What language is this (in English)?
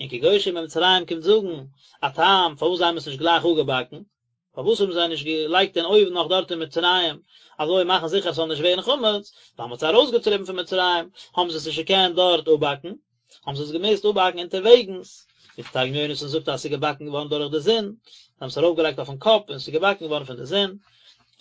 Yiddish